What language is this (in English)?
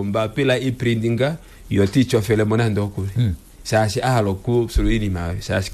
Kuanyama